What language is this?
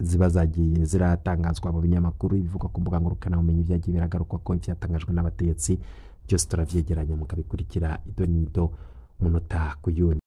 Rundi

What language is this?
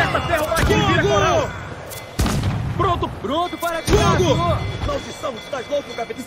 Portuguese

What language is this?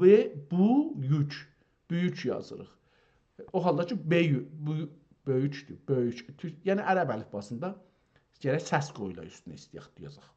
South Azerbaijani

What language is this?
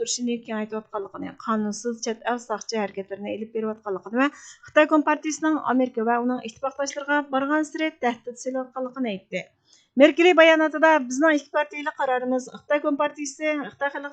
Uyghur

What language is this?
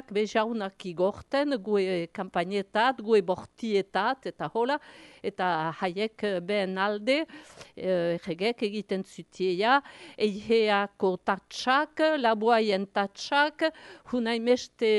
Basque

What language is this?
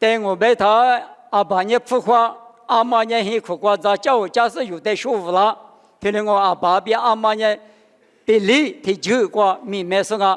Lisu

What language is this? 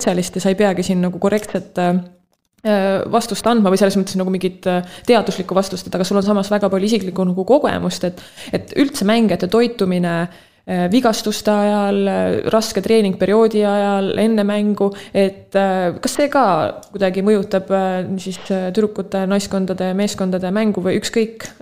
Estonian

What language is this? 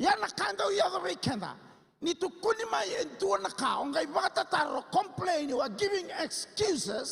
Fijian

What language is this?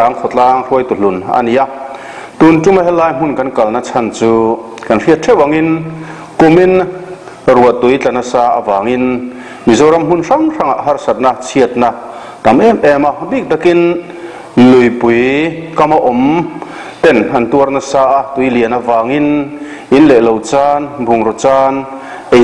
Mizo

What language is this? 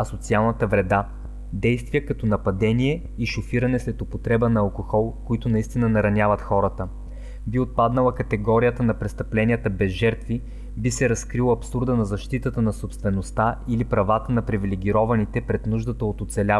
Bulgarian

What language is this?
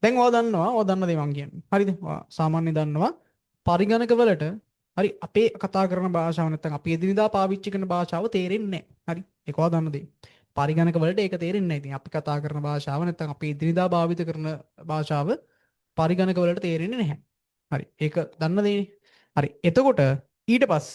Sinhala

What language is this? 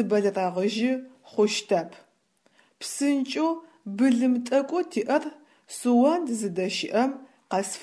Adyghe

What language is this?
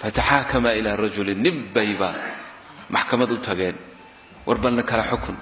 Somali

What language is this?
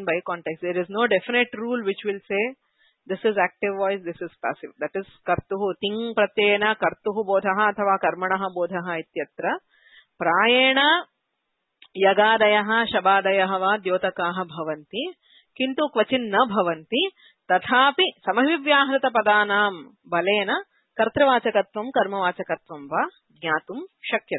Sanskrit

